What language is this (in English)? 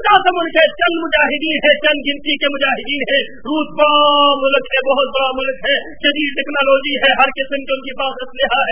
Urdu